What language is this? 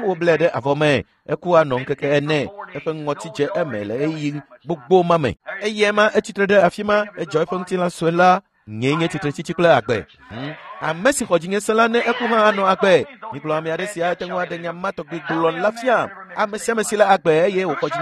Ewe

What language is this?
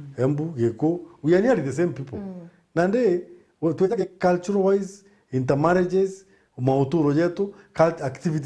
Meru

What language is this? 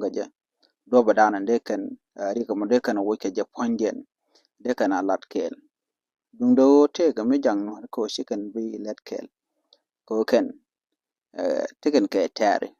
Nuer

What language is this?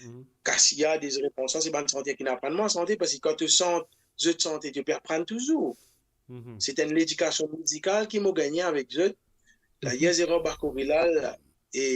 Morisyen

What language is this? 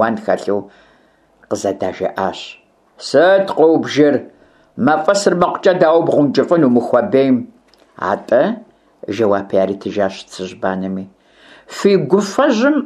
Kabardian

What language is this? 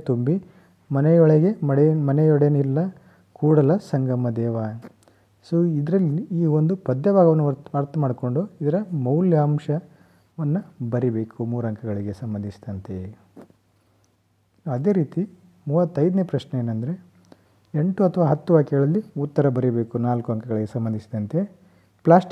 Kannada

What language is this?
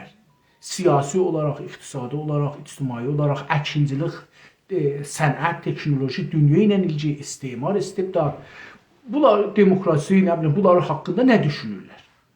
South Azerbaijani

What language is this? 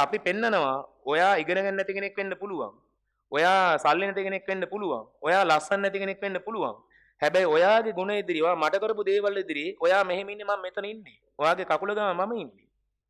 Sinhala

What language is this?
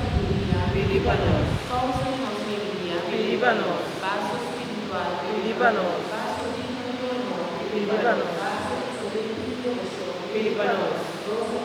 Papiamento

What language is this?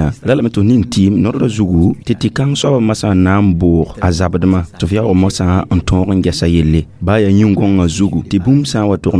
Mossi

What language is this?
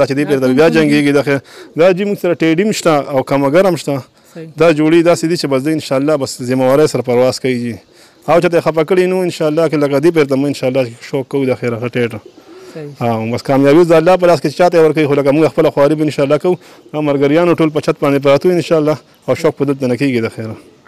Pashto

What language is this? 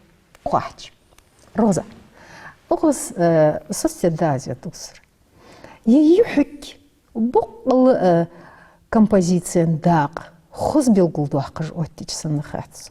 Ingush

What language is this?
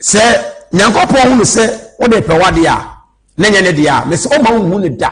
Akan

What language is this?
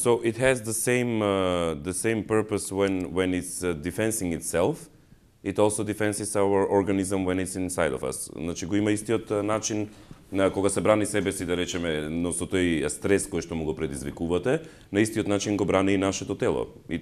Macedonian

